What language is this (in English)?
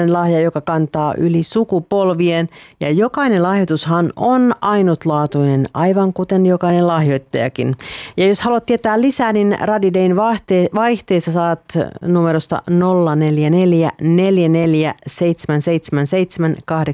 Finnish